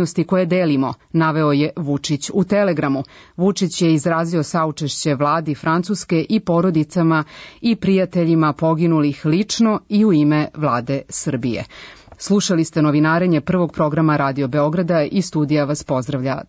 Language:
Serbian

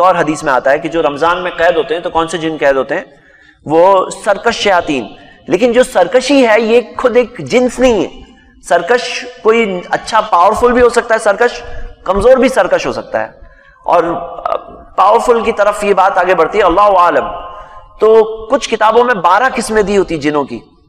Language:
Urdu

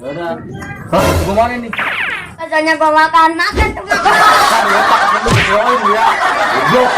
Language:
Betawi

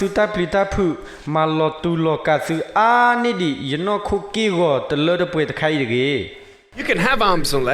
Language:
S'gaw Karen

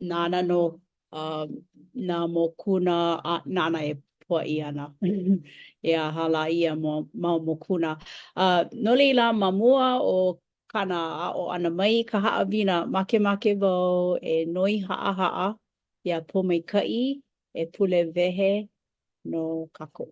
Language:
Hawaiian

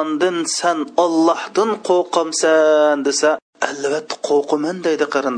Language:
Uyghur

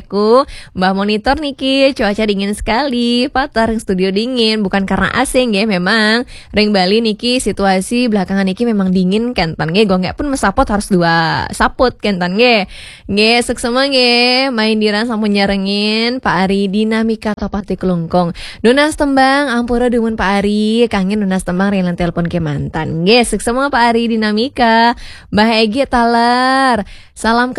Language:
Balinese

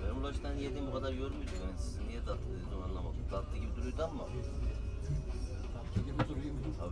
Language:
Turkish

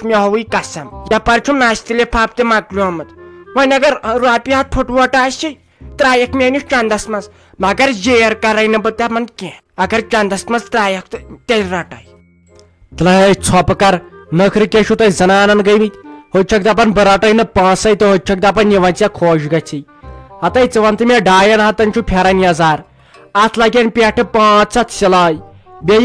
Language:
Kashmiri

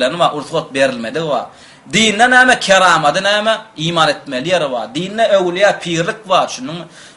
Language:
Turkmen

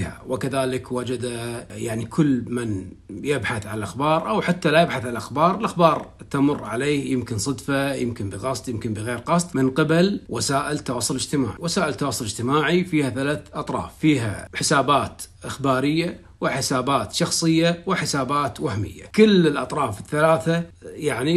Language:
Arabic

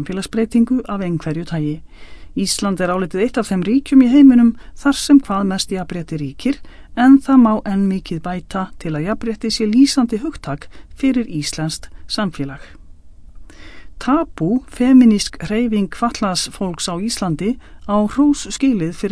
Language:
Icelandic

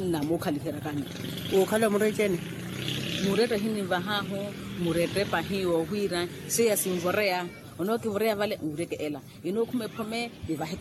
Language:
Makhuwa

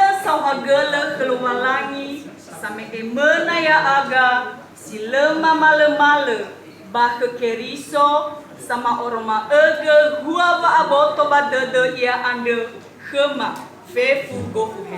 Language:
Nias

